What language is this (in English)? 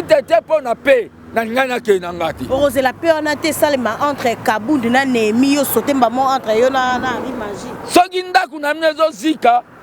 Lingala